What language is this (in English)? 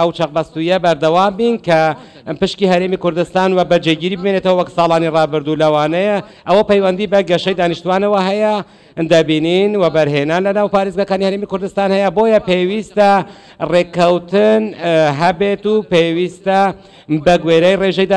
Central Kurdish